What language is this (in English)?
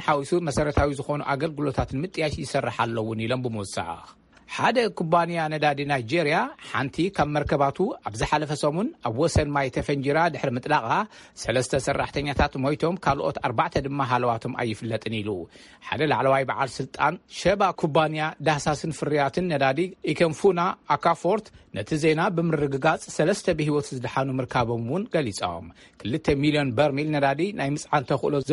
Tigrinya